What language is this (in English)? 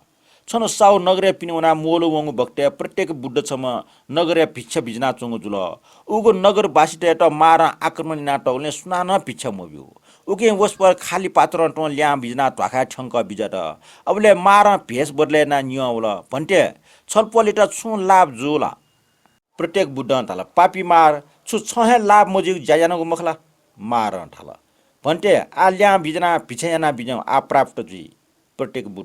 Newari